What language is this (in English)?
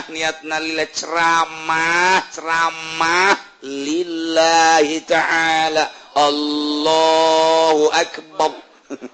Sundanese